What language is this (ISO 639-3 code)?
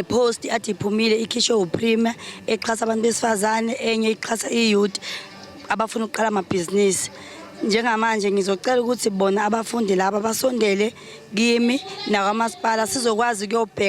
zul